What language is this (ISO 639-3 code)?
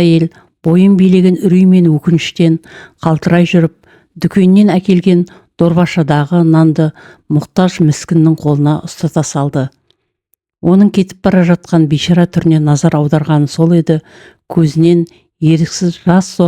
kaz